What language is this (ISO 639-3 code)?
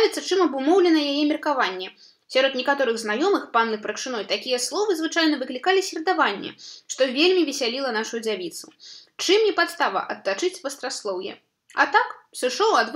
bel